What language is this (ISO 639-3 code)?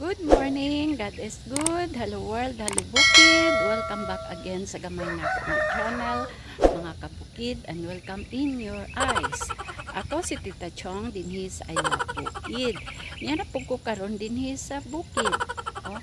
ceb